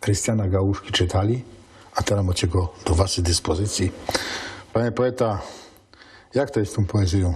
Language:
Silesian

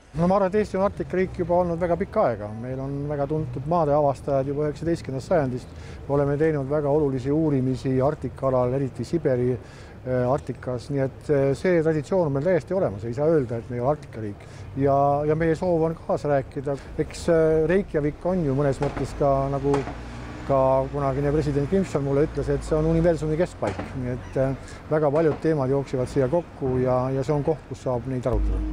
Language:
Estonian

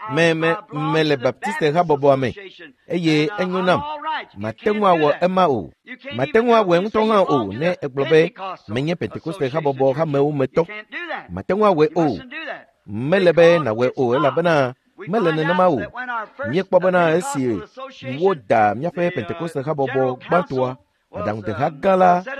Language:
Ewe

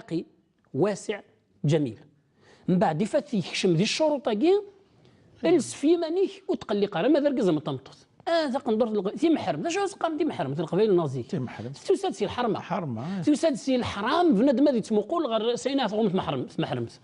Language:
Kabyle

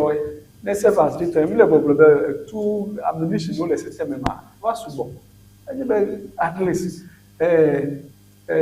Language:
Ewe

